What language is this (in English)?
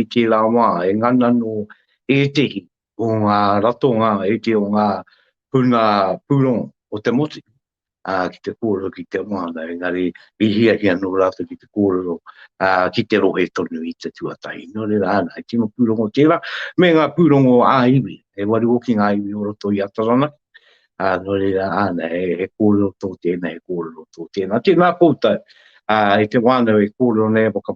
Māori